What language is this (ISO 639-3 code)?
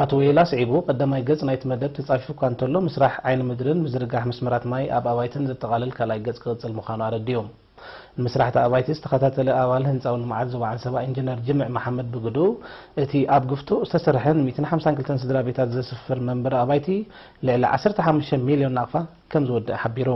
tir